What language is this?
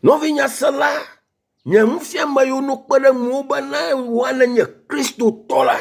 Ewe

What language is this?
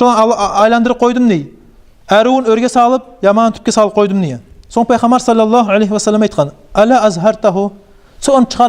Kumyk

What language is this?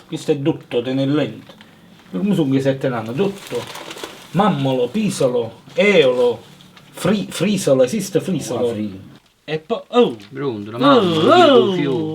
Neapolitan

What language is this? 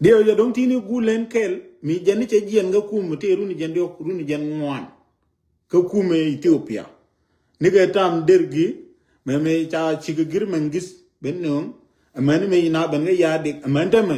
Nuer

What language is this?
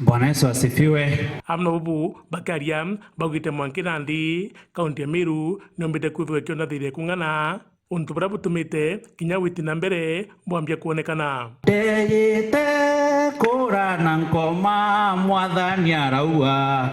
Meru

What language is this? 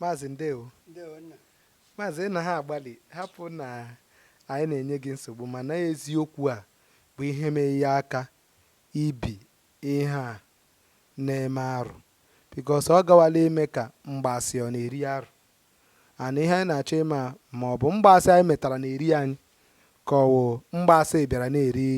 Igbo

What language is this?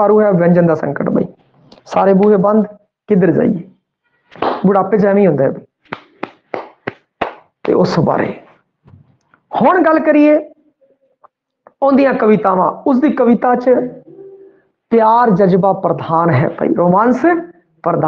Punjabi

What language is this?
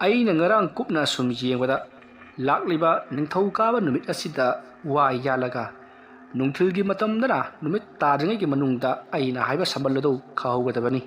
Manipuri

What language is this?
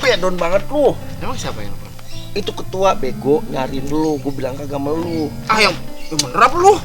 Betawi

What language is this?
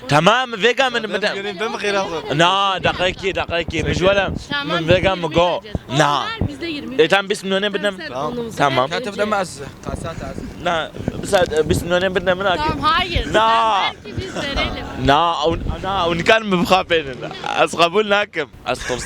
Kurdish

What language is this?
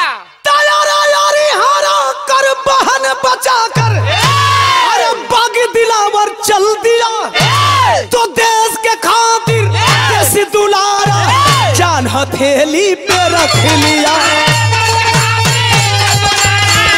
Bhojpuri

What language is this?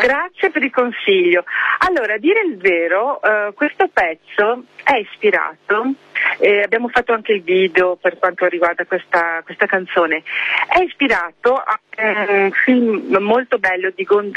Italian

